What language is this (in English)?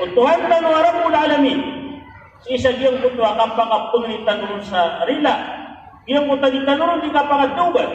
Maranao